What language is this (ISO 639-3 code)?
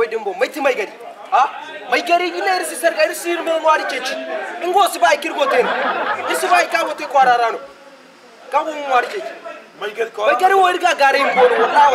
dje